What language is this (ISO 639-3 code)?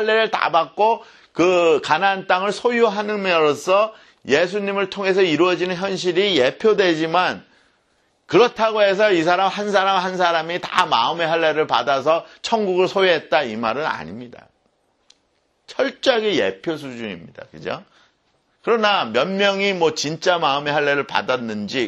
kor